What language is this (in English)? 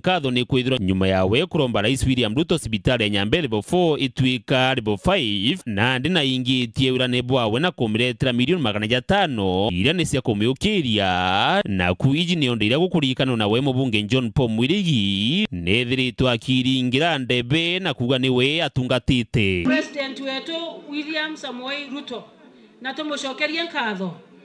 Meru